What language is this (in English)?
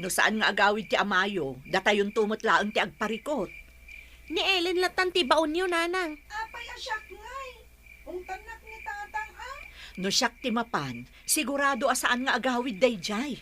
Iloko